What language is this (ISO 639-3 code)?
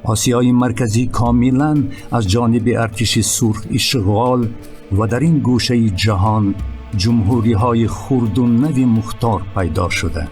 tgk